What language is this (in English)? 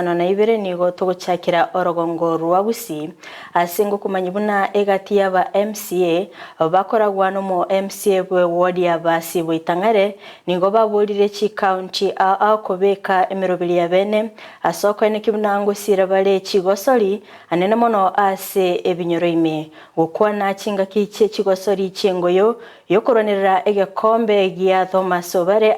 Gusii